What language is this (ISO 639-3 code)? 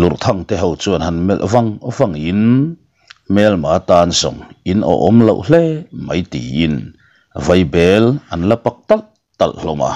lus